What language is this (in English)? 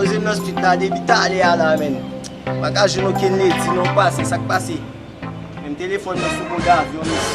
Haitian Creole